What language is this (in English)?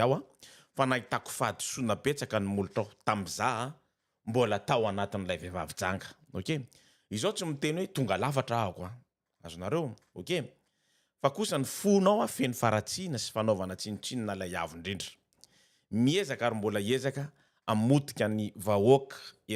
Malagasy